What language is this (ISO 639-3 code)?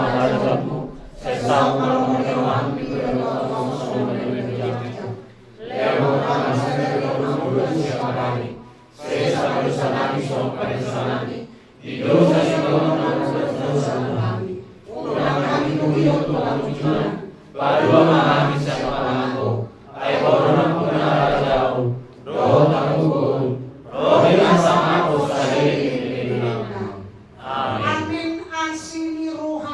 bbc